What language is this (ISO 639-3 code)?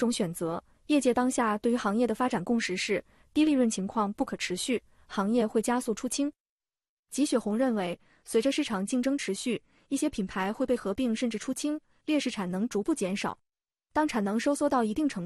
zho